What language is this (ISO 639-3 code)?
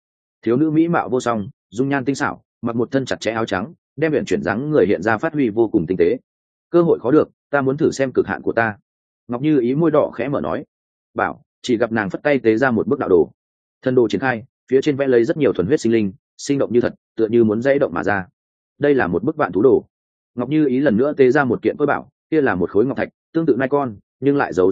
vie